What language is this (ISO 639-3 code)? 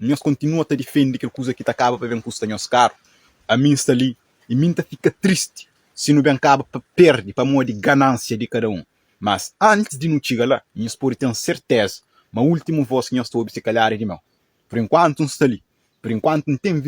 kea